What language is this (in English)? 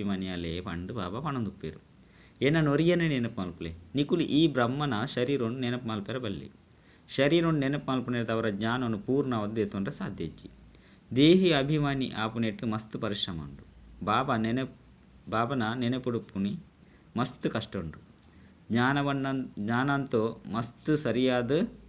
Tulu